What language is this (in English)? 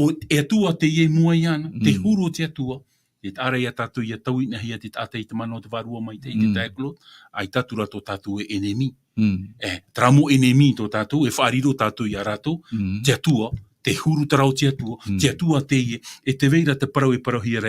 Tahitian